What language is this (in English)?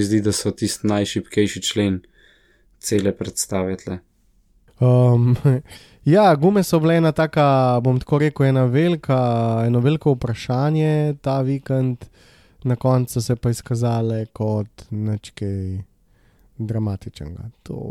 Slovenian